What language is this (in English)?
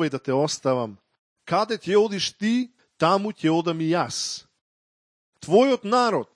Macedonian